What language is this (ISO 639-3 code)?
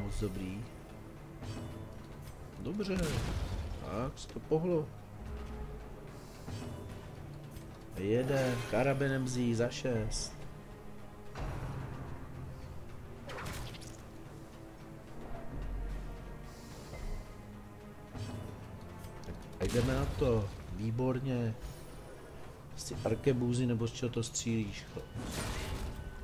ces